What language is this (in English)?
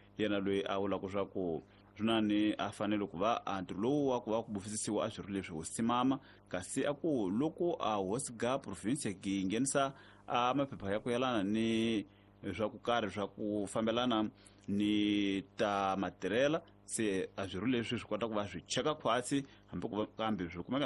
Tsonga